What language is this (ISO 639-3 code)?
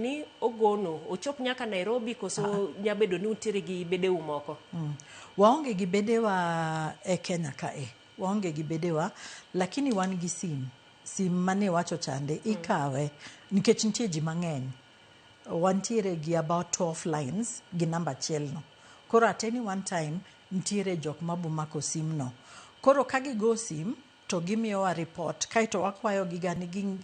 luo